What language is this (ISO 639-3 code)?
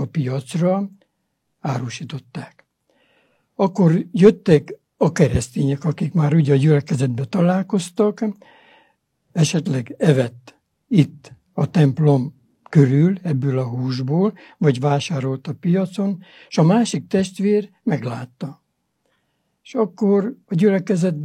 hun